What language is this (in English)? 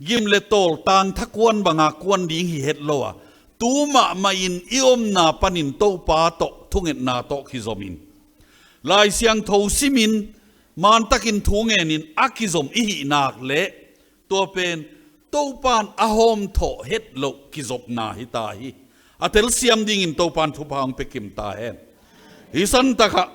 Tedim Chin